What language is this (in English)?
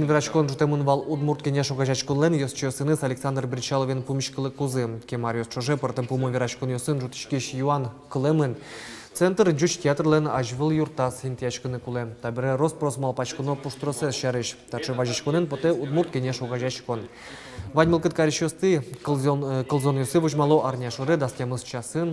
Udmurt